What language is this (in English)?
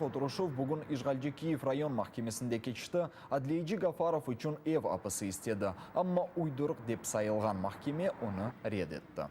Crimean Tatar